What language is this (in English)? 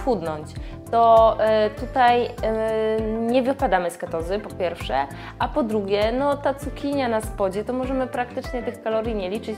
Polish